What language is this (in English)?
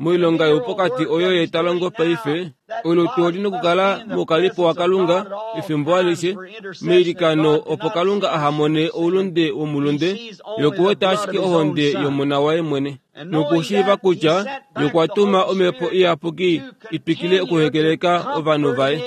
Kuanyama